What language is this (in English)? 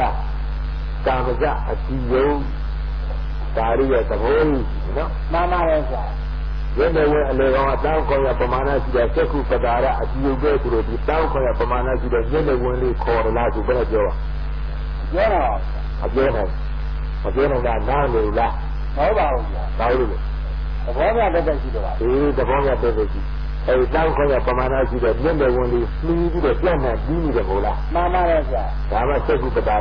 Burmese